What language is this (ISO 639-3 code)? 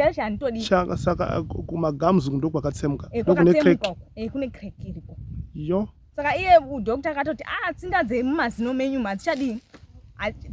sna